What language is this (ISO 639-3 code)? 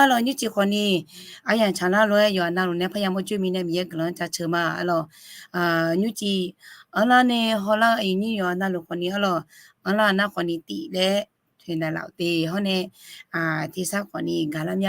ahk